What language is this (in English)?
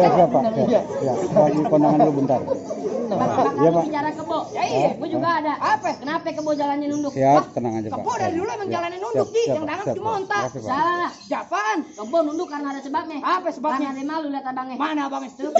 Betawi